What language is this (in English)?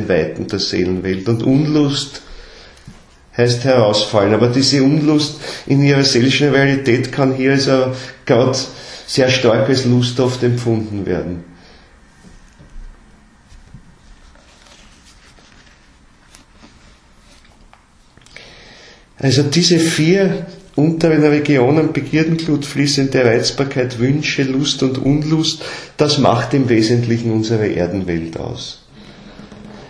German